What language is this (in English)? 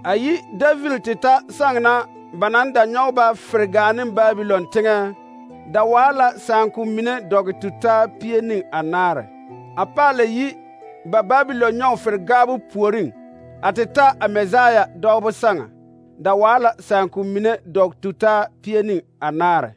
Southern Dagaare